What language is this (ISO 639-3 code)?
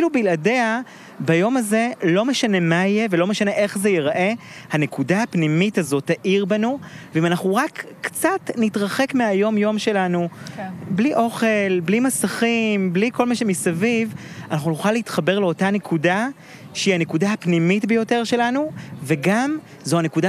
heb